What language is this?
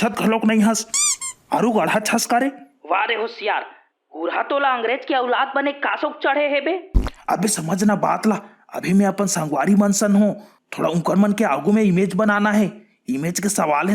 Chhattisgarhi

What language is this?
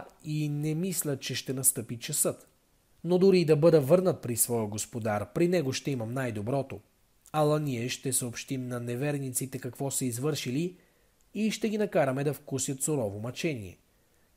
Bulgarian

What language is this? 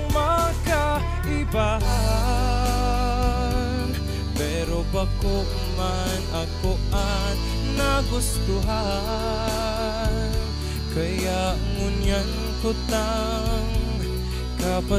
Bikol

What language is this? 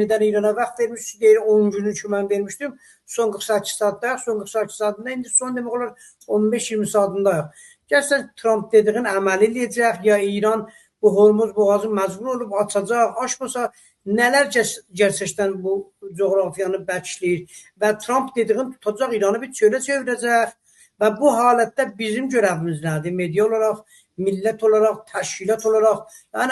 South Azerbaijani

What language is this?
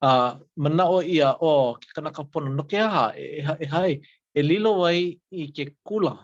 Hawaiian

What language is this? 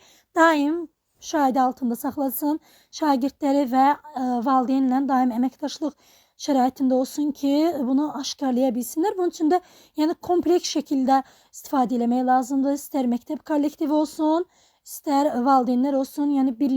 Azerbaijani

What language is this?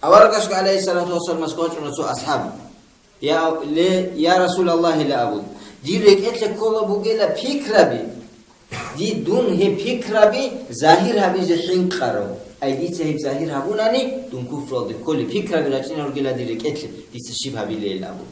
Avaric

